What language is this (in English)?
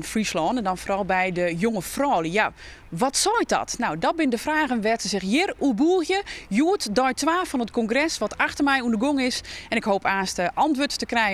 Western Frisian